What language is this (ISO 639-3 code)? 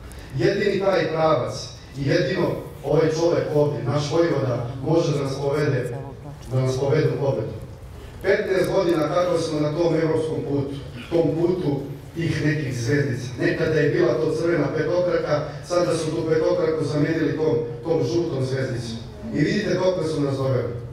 srp